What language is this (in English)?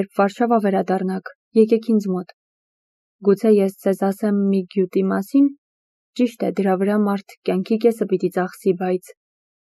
Armenian